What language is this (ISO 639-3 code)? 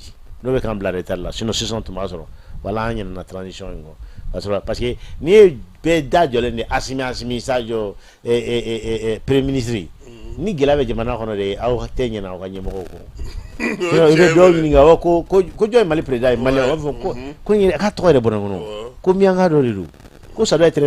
bam